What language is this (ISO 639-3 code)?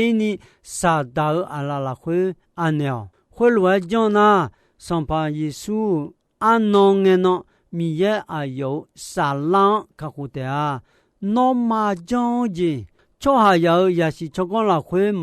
ahk